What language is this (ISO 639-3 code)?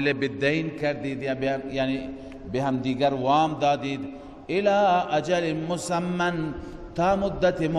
fas